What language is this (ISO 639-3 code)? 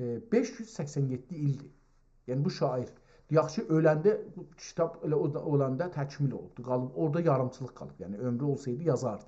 azb